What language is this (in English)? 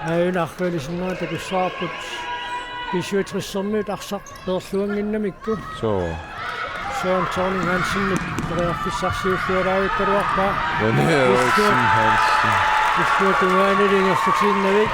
Kalaallisut